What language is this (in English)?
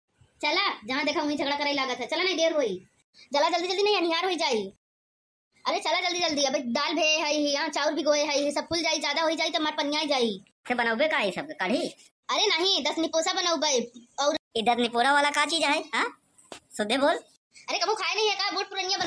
Awadhi